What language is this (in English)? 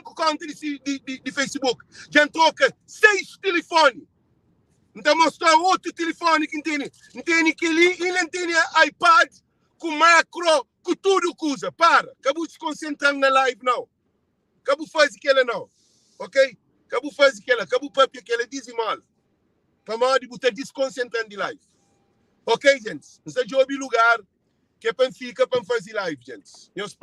Kabuverdianu